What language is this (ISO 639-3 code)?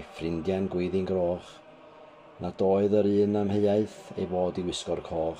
cym